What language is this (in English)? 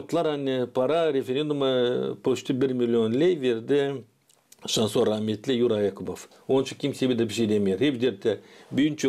Gagauz